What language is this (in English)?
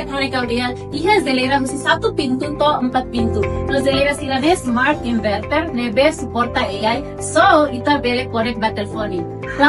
Tetum